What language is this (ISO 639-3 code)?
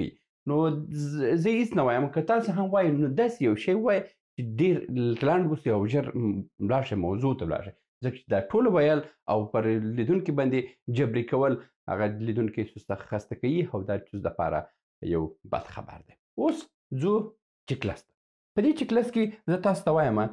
pus